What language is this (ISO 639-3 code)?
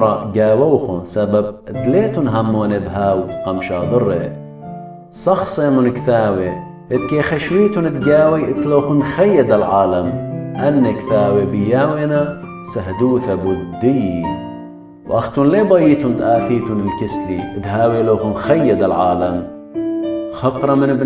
aii